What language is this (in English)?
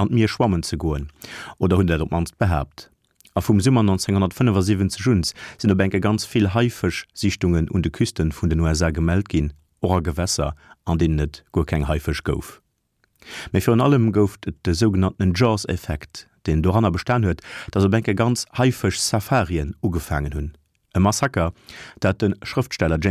Luxembourgish